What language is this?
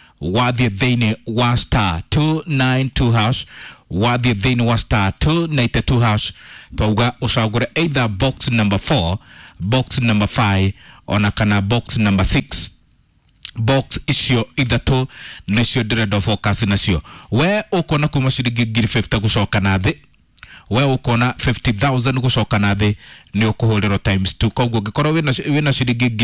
Kikuyu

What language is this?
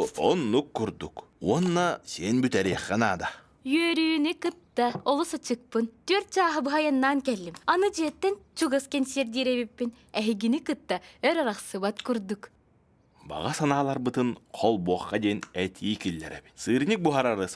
Yakut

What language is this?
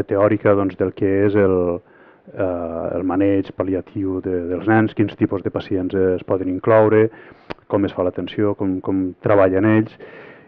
Catalan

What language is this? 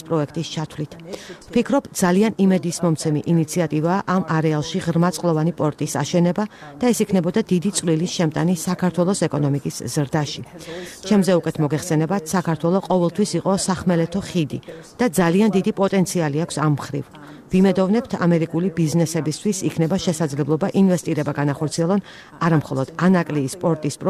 Georgian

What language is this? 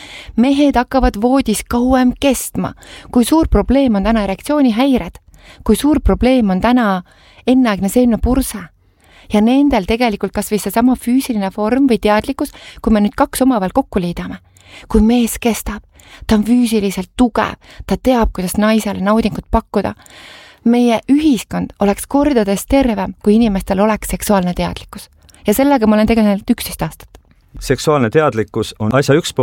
Estonian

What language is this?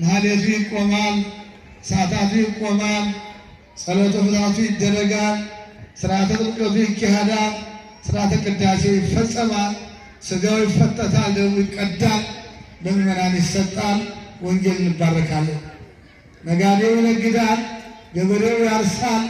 Amharic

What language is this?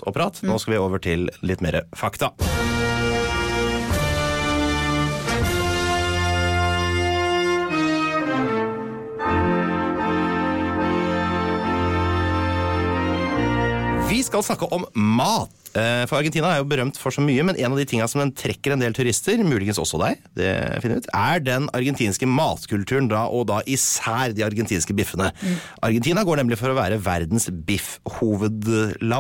Norwegian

